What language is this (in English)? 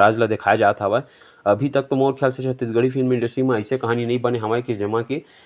Chhattisgarhi